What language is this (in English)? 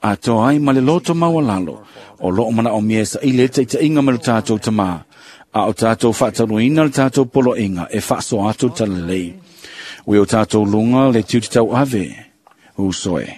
Samoan